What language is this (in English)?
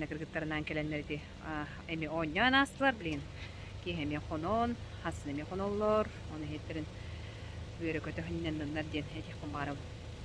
Yakut